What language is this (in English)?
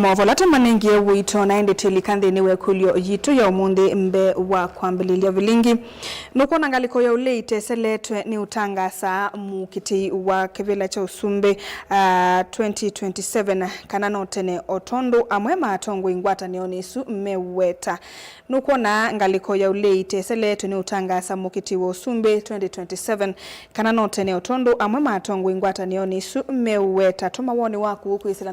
Kamba